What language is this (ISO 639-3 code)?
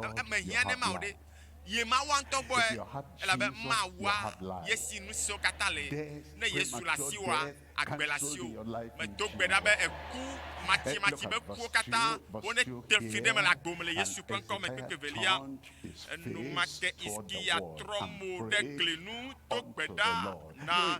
ewe